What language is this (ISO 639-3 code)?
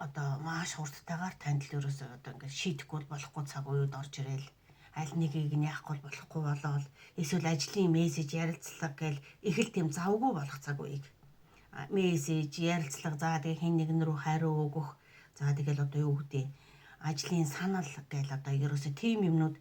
mon